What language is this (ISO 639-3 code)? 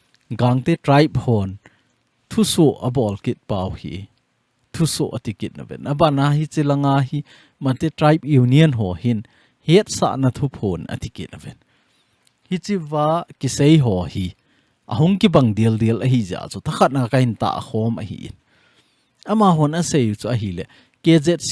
tcz